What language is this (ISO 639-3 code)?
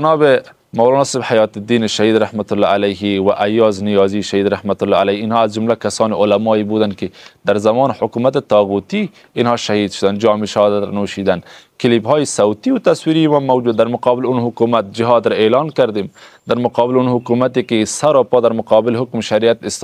fas